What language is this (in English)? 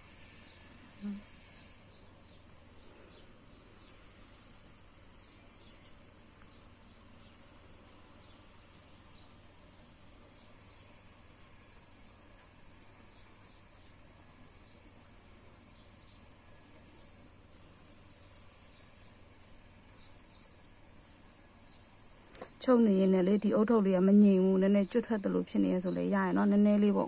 Burmese